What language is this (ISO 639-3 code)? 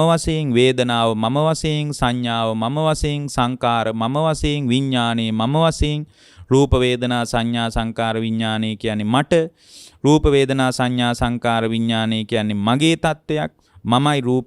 sin